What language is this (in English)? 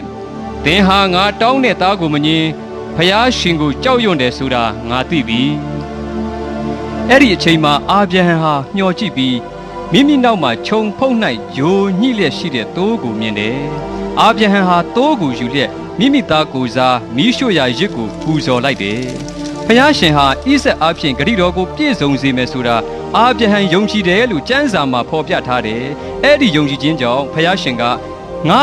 Burmese